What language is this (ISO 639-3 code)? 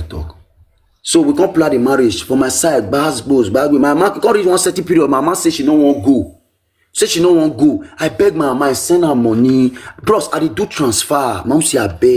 pcm